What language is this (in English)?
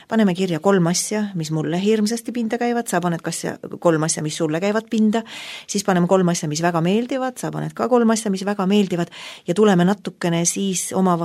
Estonian